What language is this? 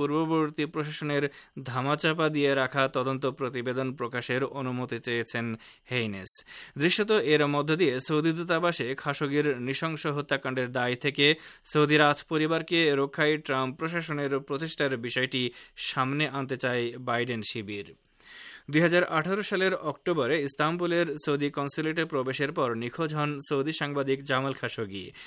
Bangla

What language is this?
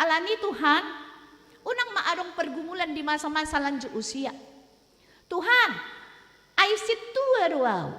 Batak Toba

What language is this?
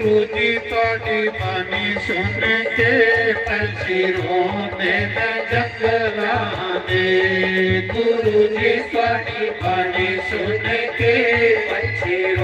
Dogri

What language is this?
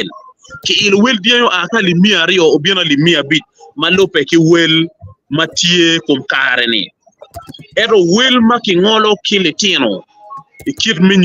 Acoli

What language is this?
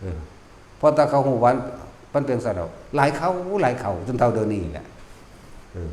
Northeastern Thai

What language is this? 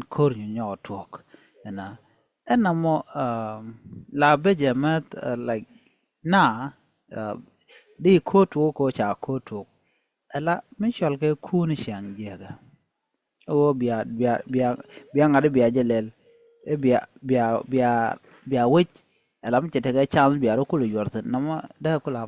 Nuer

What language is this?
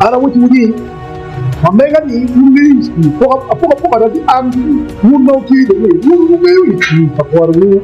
Acoli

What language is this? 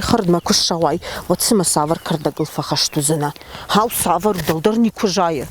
Ossetic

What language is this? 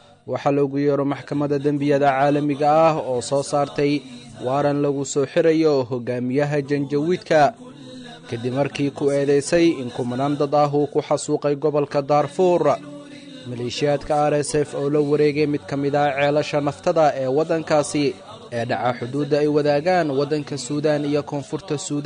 Somali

